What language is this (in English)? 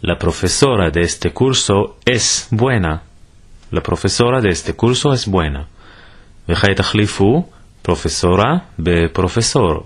Ladino